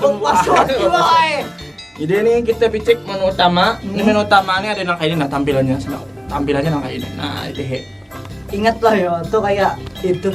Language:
Banjar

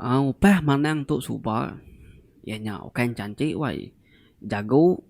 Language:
Iban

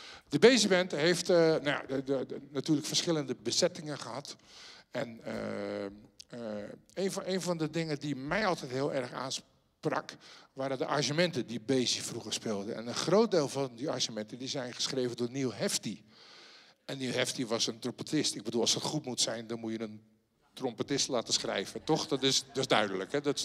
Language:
Dutch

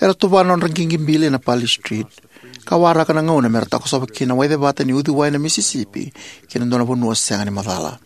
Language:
Fijian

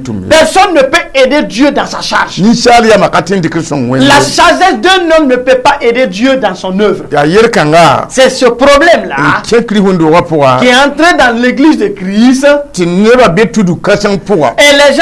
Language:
Mossi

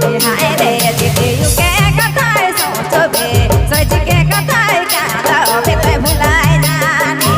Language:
Sadri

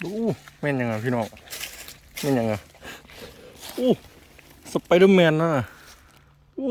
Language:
Lao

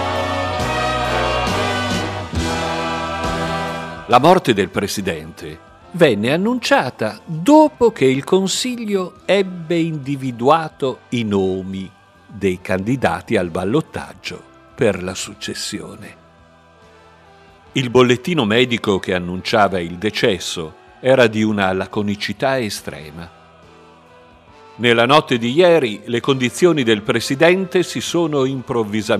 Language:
Italian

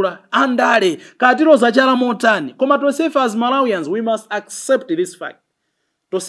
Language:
Nyanja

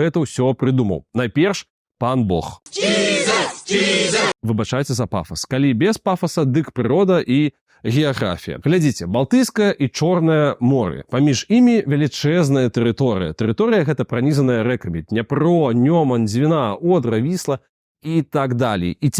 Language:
Belarusian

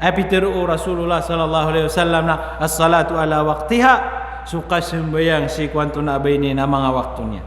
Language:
Maranao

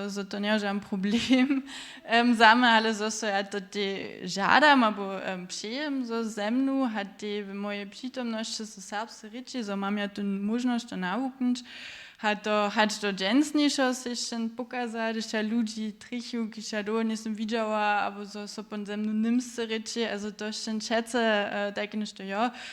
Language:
Upper Sorbian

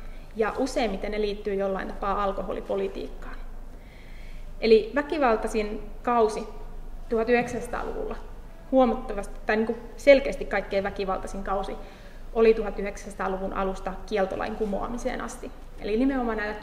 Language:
Finnish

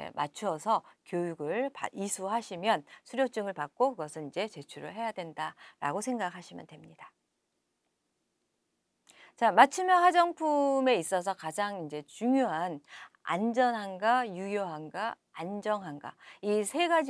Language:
Korean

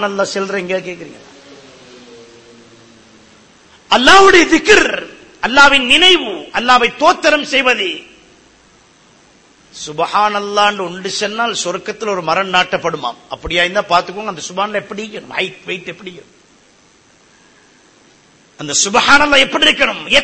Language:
Tamil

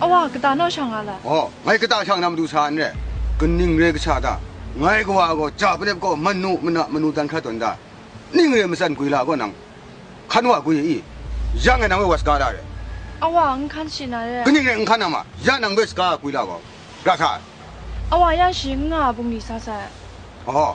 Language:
Kachin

